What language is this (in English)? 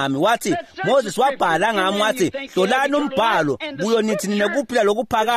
Swati